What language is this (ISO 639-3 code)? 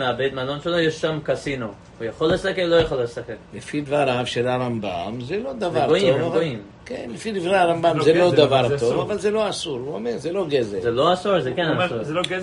heb